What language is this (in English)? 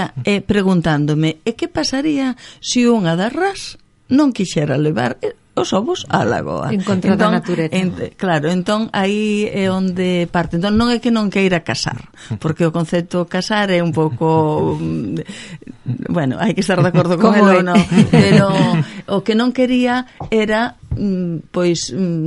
Galician